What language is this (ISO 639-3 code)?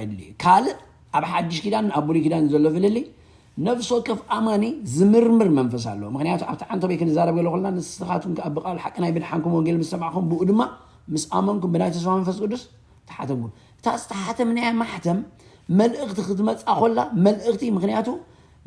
tir